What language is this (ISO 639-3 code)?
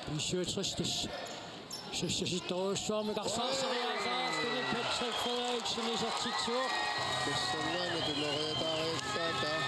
kal